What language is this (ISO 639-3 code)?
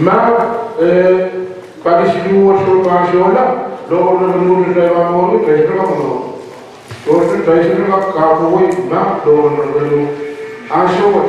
pon